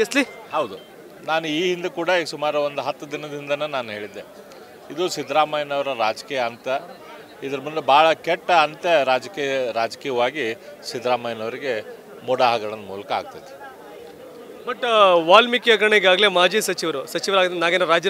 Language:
Kannada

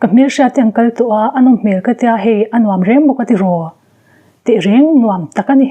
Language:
Mizo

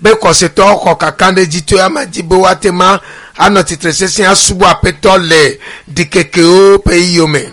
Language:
Ewe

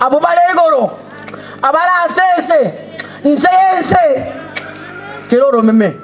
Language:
Gusii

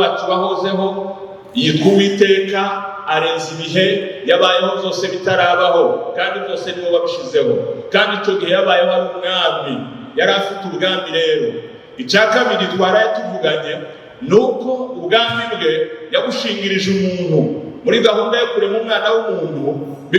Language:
Kinyarwanda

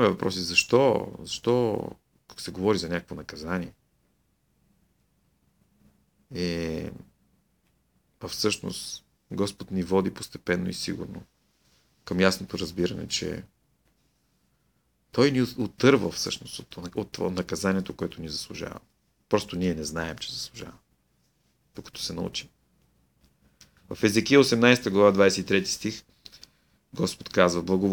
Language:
Bulgarian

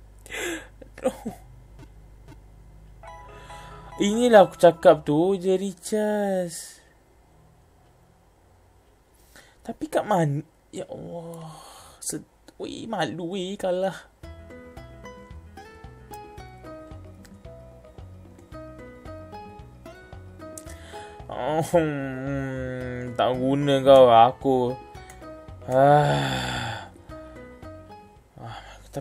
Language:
Malay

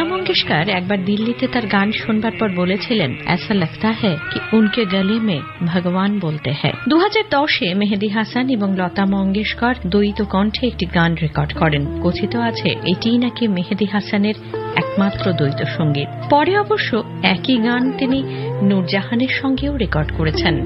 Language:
Bangla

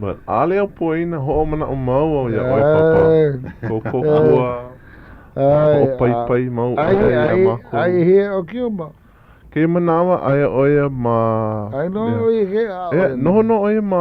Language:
Hawaiian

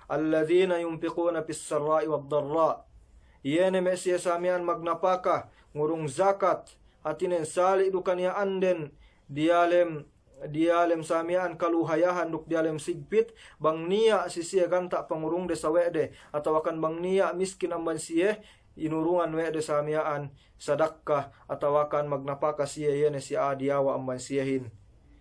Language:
Yakan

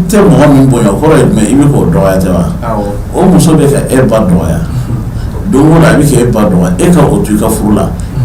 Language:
Bambara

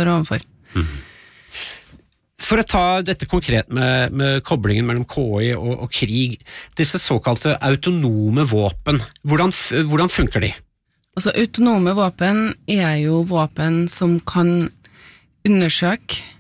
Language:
Norwegian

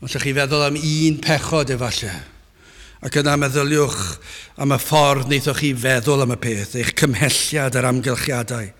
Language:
Welsh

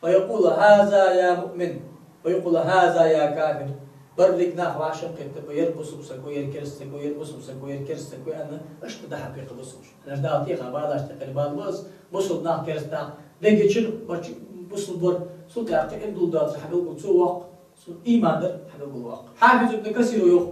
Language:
Ingush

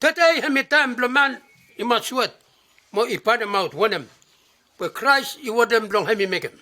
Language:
Bislama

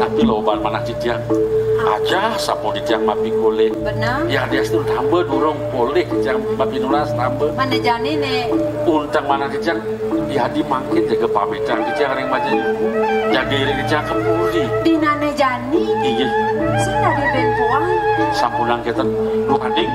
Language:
Balinese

